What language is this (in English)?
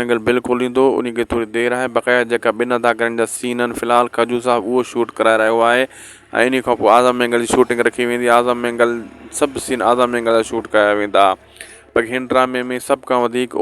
Sindhi